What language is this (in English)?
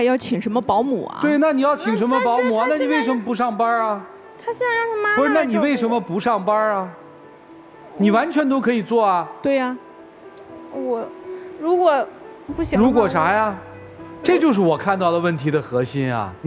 Chinese